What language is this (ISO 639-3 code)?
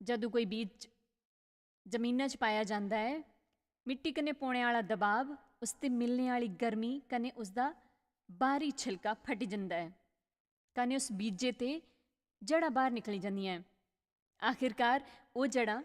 doi